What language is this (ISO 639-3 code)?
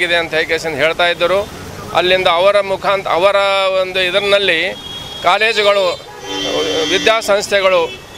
kan